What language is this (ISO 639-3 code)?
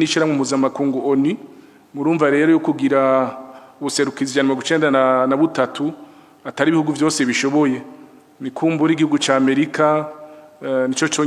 run